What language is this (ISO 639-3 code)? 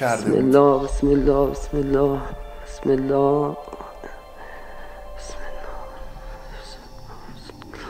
fas